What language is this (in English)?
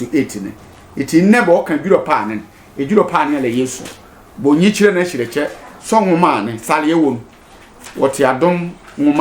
Sehwi